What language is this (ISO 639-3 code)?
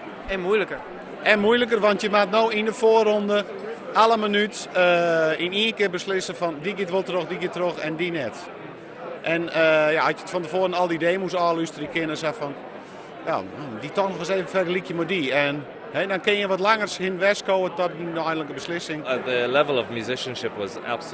fry